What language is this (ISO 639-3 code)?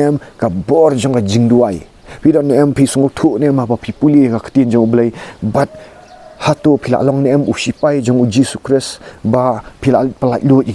kha